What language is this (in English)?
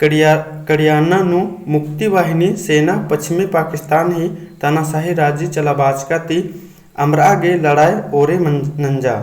Kurukh